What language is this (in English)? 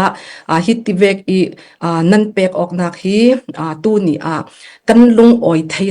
Falam Chin